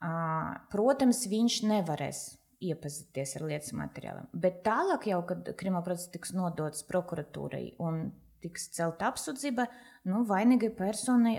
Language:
Latvian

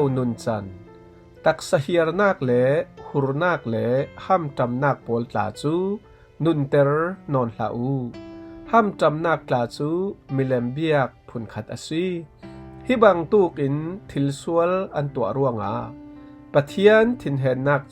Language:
Falam Chin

